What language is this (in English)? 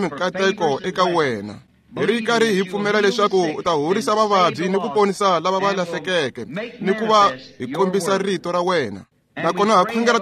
Tsonga